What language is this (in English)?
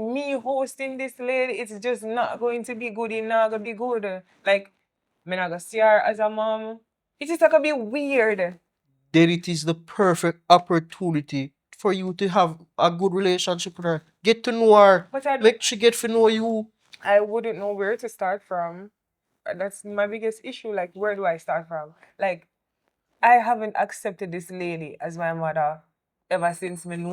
Jamaican Creole English